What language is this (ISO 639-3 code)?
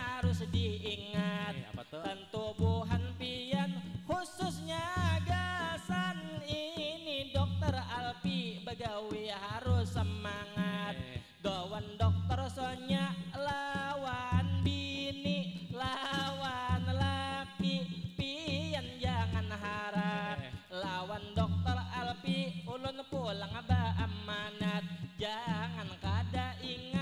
bjn